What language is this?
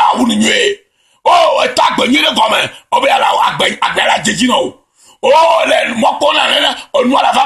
Ewe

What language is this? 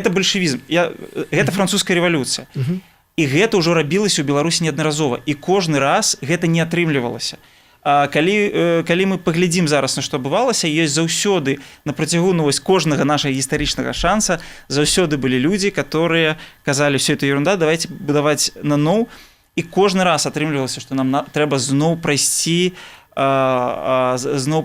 Belarusian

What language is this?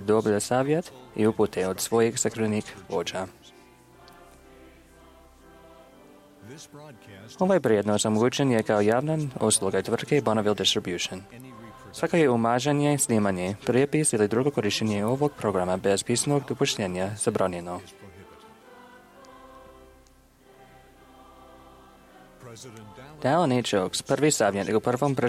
Croatian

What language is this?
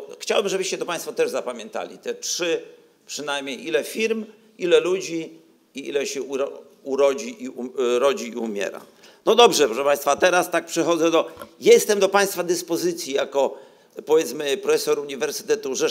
Polish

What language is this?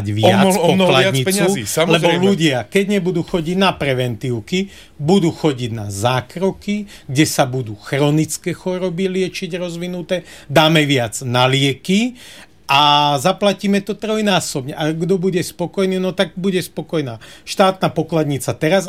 Slovak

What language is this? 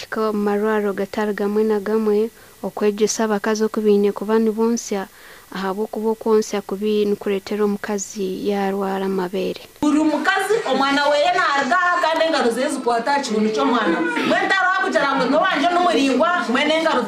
Nyankole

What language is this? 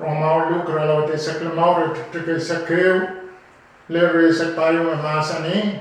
Pohnpeian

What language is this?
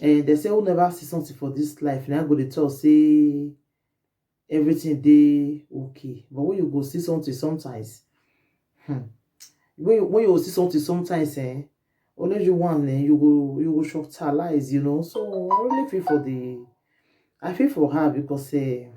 Nigerian Pidgin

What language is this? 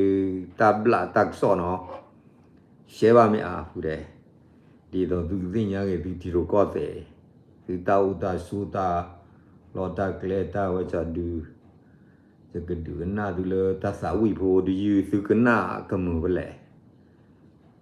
S'gaw Karen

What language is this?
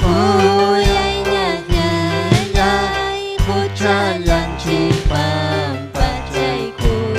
Ayacucho Quechua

